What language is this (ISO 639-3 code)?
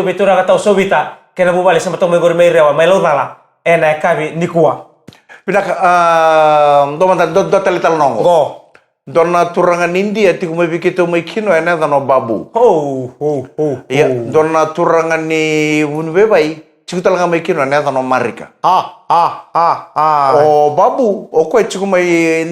fij